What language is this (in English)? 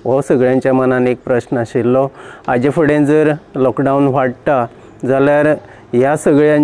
Konkani